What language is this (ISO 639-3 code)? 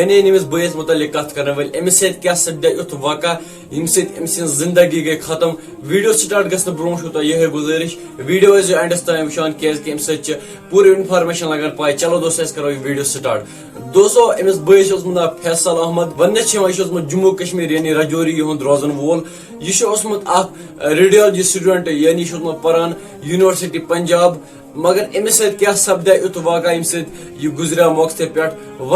kas